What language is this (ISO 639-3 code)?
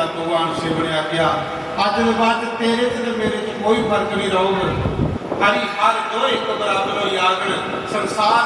doi